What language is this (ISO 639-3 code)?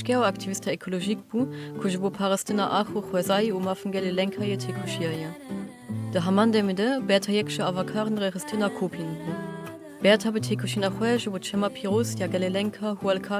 kur